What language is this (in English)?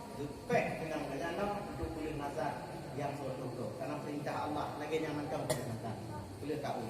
Achinese